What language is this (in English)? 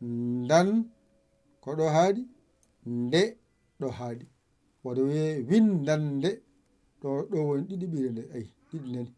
Fula